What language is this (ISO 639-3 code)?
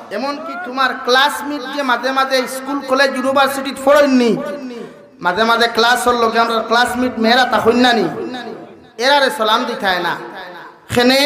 syl